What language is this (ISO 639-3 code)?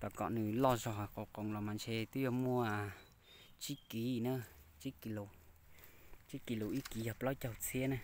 hmn